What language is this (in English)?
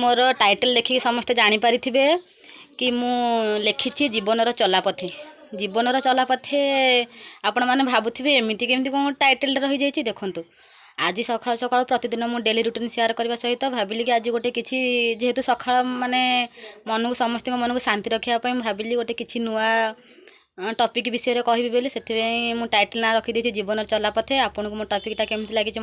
Odia